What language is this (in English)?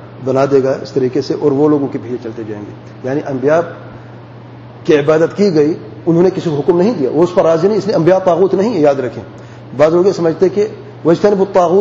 Urdu